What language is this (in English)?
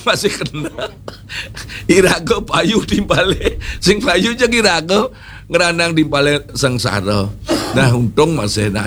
Balinese